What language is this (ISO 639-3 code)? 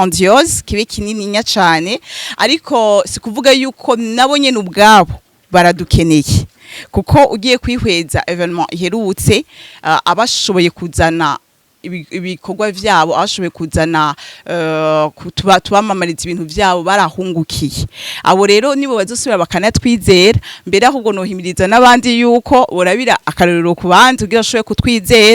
run